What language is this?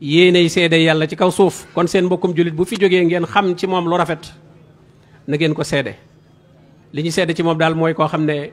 Wolof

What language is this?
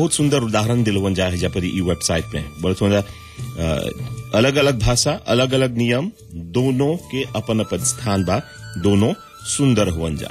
Bhojpuri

